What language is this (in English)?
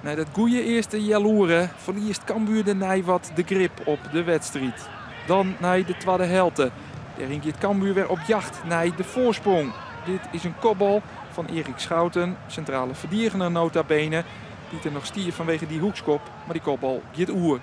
Western Frisian